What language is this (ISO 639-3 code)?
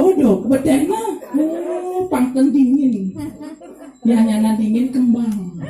ban